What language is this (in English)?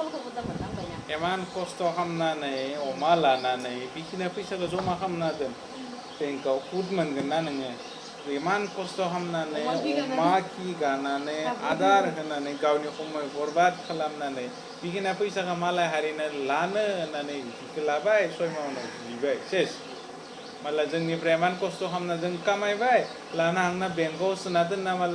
Bodo